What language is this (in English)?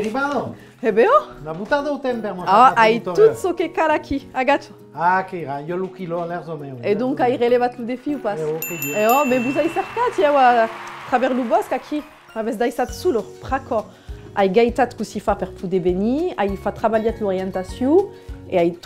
Occitan